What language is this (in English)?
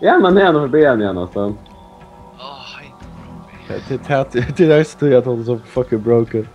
Faroese